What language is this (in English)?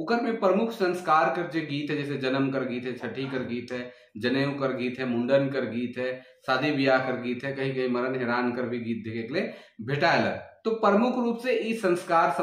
Sadri